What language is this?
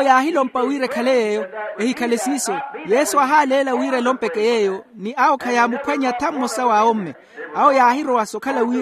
Makhuwa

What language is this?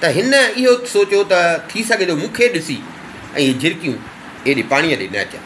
Sindhi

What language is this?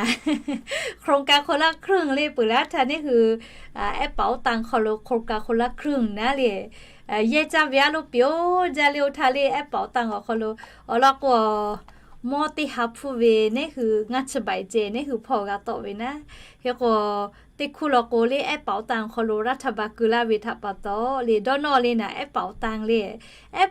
Lahu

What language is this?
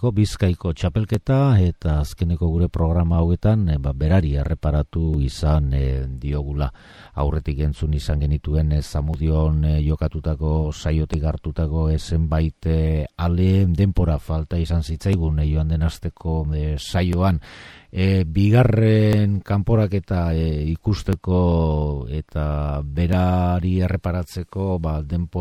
Basque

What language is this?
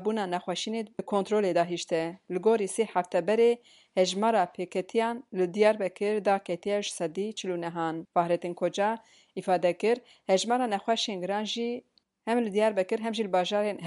Kurdish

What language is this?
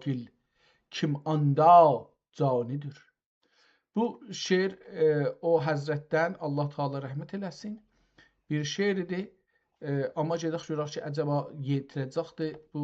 South Azerbaijani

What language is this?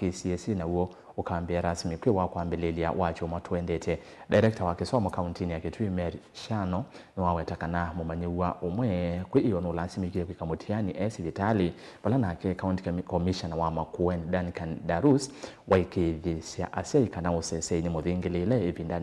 Kamba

